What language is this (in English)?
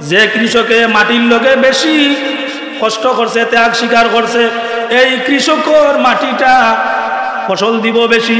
Sylheti